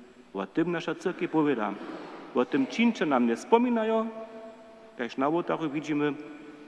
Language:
Upper Sorbian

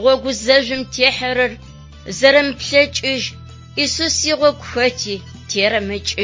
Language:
Adyghe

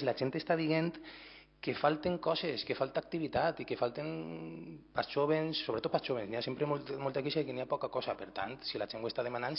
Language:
Catalan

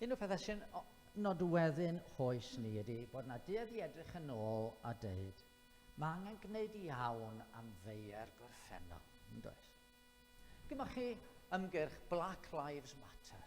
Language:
Welsh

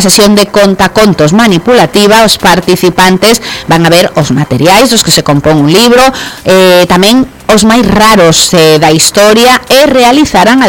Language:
Galician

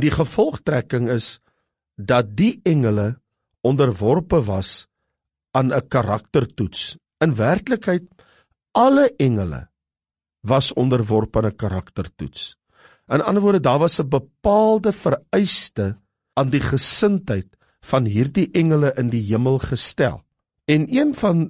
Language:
Afrikaans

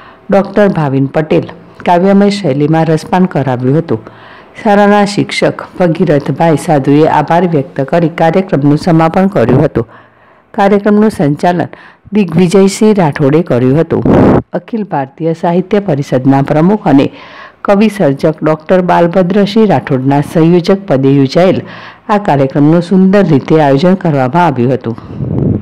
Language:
Gujarati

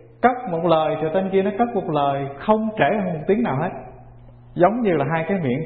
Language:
Vietnamese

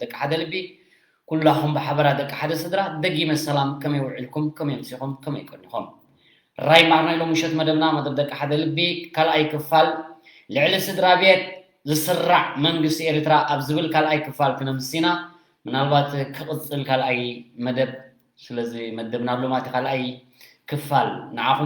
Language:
Tigrinya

